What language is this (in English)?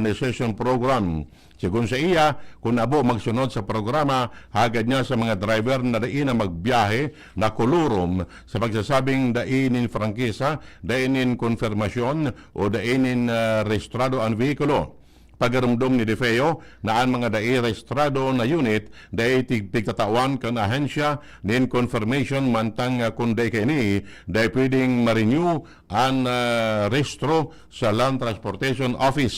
Bikol